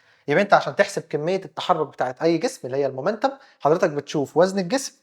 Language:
Egyptian Arabic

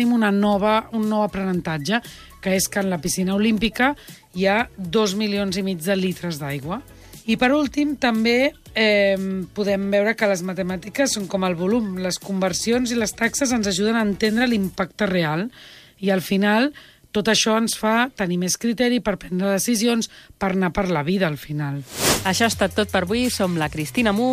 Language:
Catalan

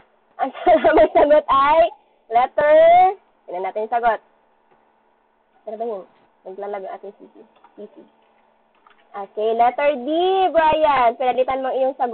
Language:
Filipino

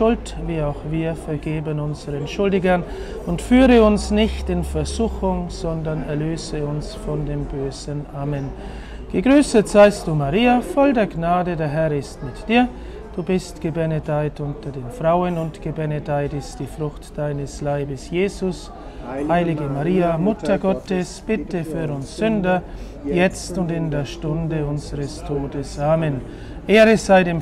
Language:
German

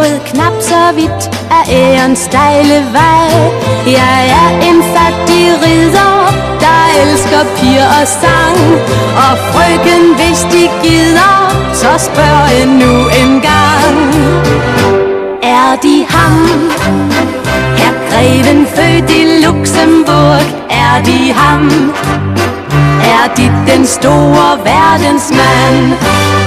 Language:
Danish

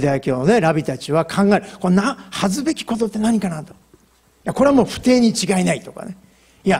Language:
Japanese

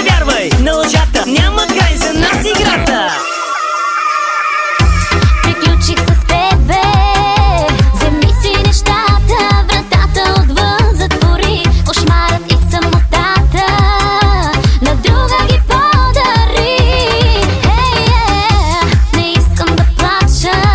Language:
Bulgarian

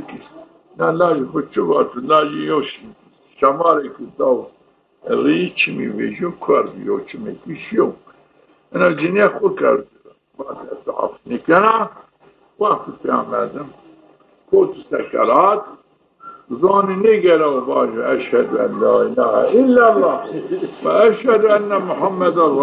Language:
Zaza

